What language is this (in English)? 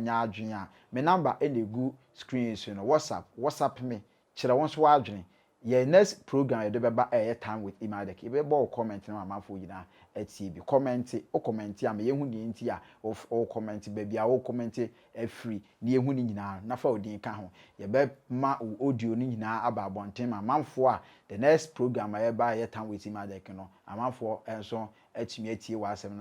Akan